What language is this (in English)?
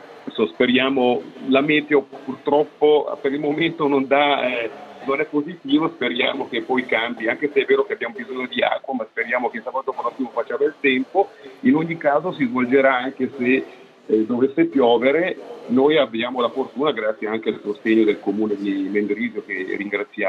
Italian